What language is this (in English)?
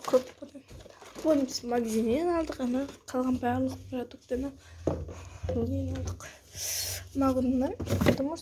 Kazakh